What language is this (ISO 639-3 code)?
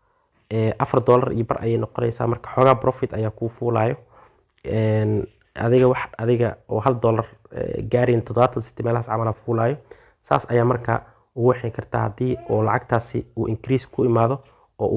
som